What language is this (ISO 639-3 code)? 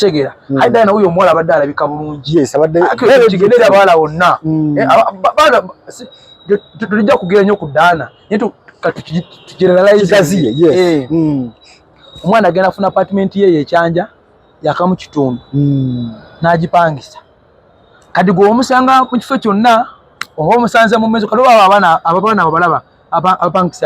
lug